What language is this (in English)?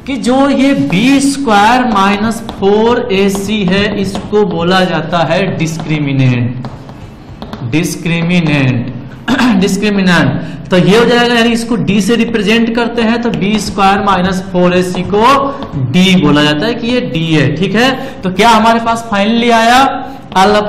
Hindi